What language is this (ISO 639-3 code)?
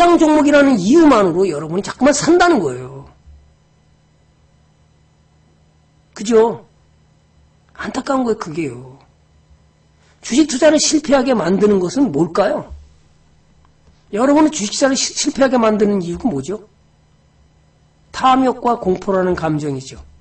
kor